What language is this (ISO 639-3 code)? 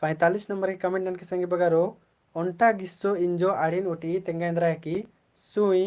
kru